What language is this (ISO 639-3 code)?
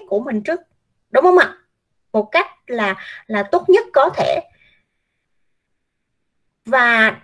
vie